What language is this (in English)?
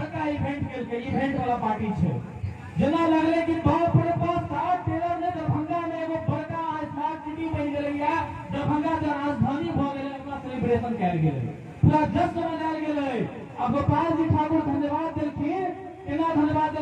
Maithili